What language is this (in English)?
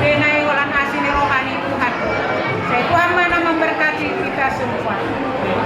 Batak Toba